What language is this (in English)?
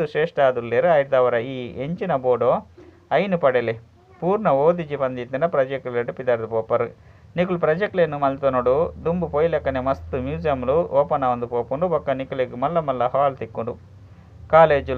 Tulu